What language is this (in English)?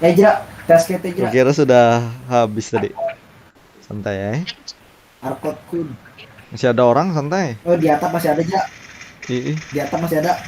Banjar